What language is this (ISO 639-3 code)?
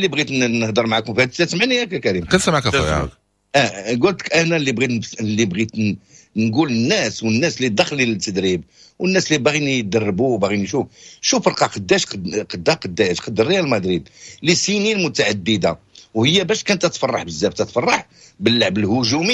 ary